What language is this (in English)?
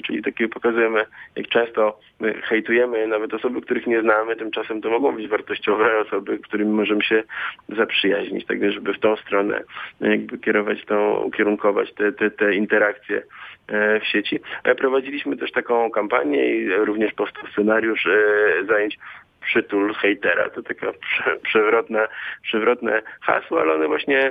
Polish